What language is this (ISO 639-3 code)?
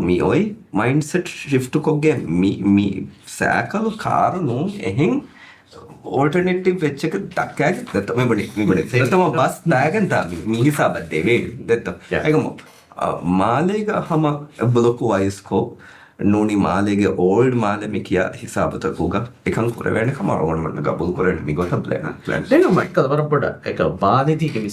div